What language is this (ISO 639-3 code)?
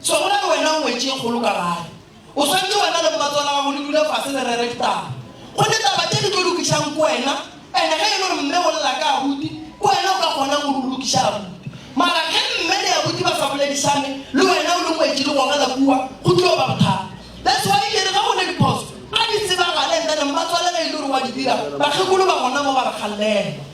nso